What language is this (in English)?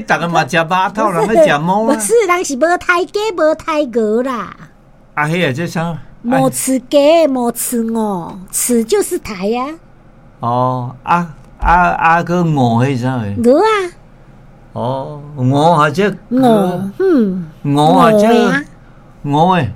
Min Nan Chinese